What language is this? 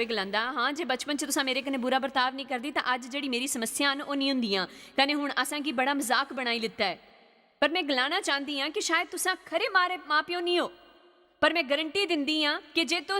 Dogri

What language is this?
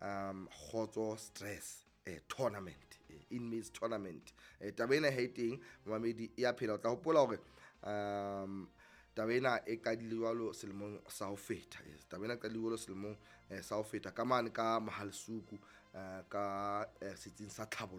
Southern Sotho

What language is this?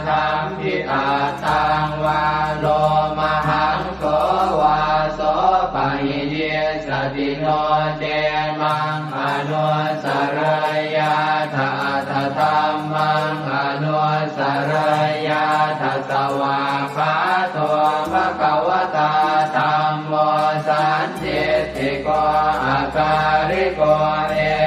Pali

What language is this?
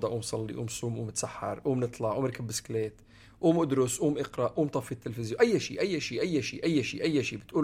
North Levantine Arabic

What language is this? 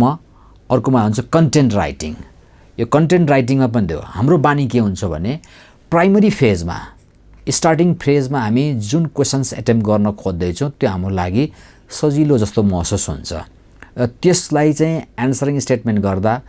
Nepali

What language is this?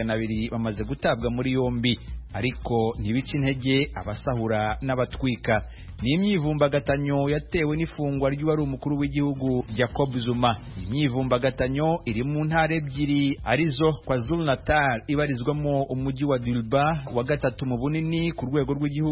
Kinyarwanda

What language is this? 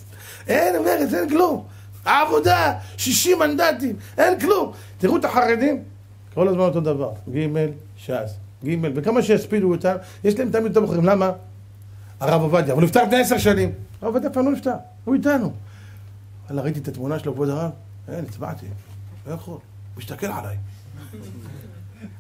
Hebrew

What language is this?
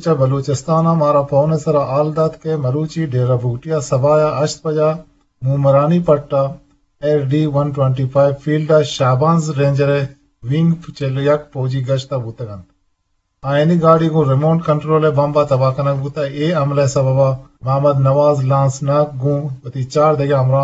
Eastern Balochi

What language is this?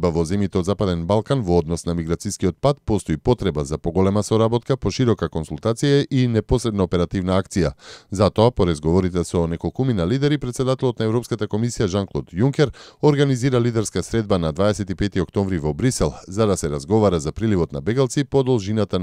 Macedonian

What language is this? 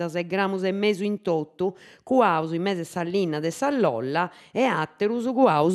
Sardinian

